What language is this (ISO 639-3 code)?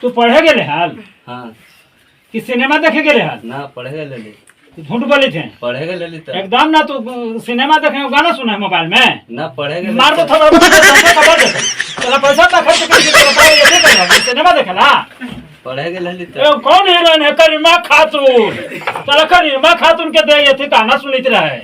mag